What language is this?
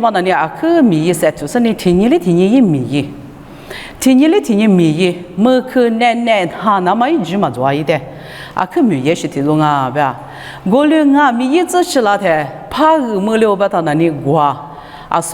Lisu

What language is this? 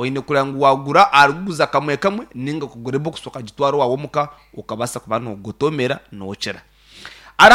Nyankole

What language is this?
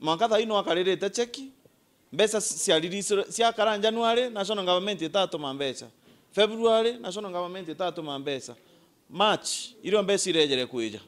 Meru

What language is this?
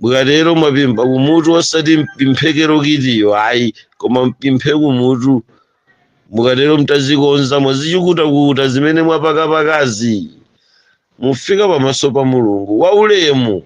Nyanja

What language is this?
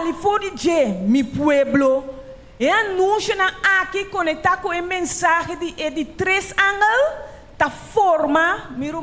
Papiamento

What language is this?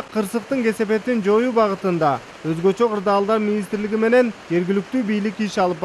Kyrgyz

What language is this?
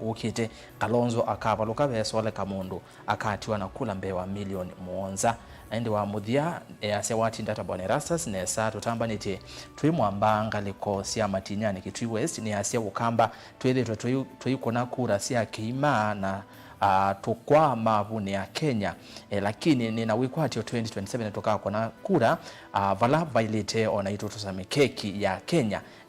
Kamba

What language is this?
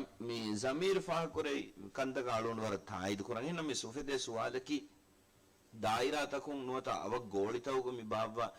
Divehi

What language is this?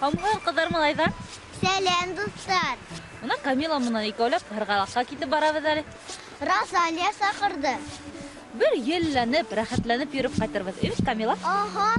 Bashkir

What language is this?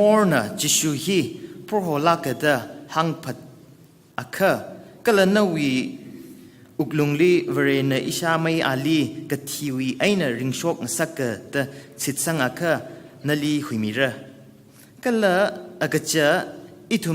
Tangkhul Naga (India)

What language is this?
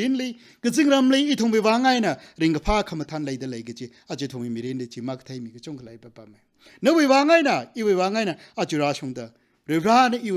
Tangkhul Naga (India)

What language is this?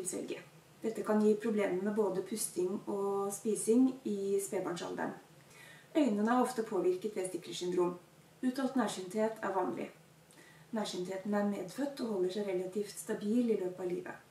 Norwegian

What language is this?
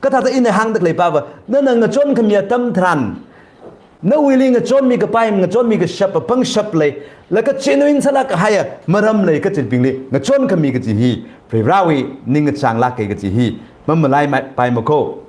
Tangkhul Naga (India)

